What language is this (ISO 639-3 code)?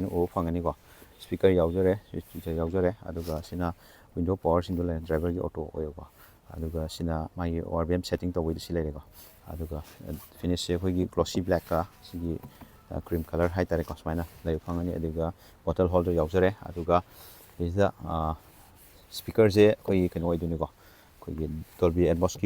mni